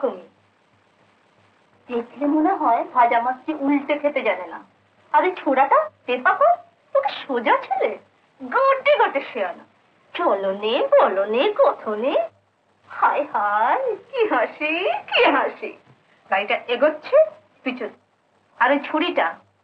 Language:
Bangla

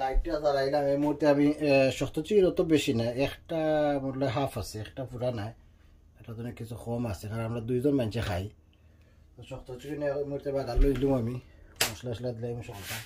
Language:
Sylheti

